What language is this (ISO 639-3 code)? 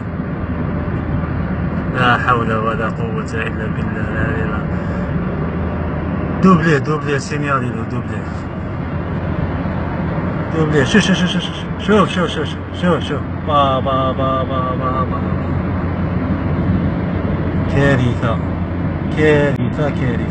ara